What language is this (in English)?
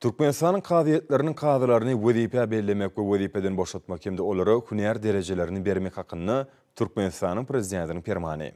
Turkmen